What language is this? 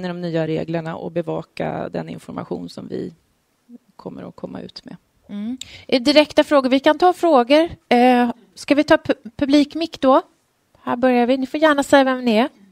Swedish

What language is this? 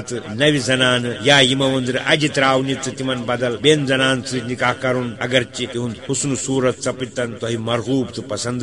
Kashmiri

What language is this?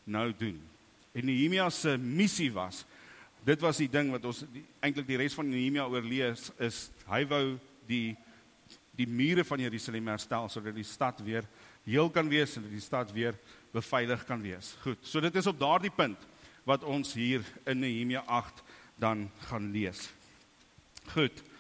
Afrikaans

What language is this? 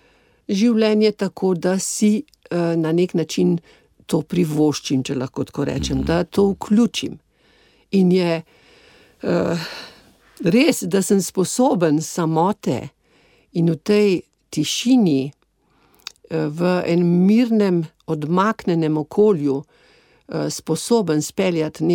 Slovenian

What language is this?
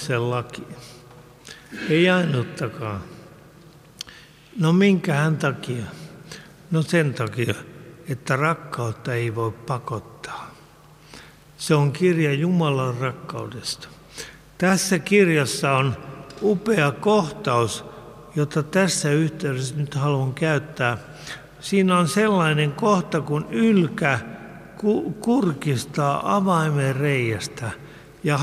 Finnish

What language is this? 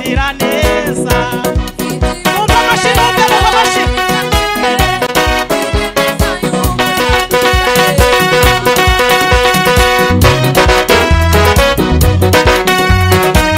Kinyarwanda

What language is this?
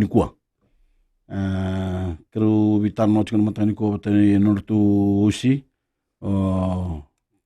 Fijian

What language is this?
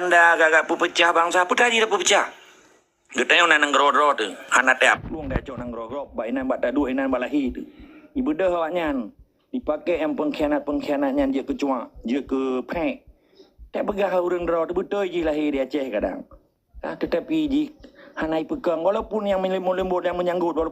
Achinese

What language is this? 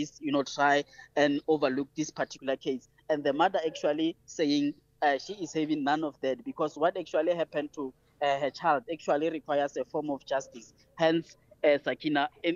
English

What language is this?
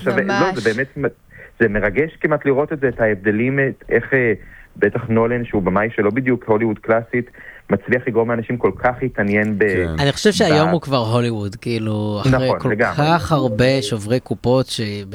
Hebrew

